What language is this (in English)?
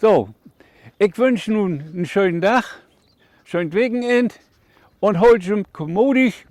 Low German